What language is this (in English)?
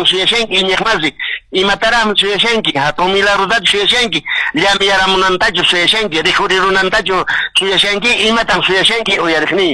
Quechua